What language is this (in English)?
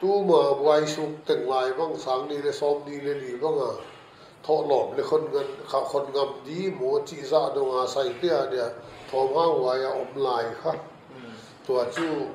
Paite Chin